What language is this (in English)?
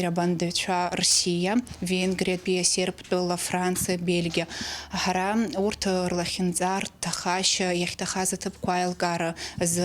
Abkhazian